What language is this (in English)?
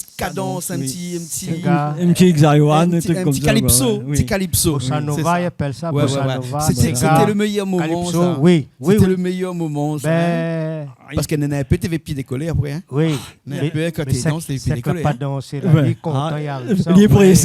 Réunion Creole French